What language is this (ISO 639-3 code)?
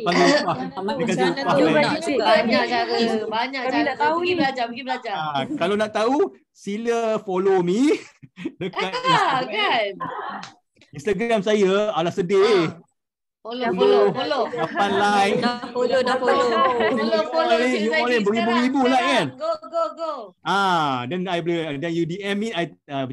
msa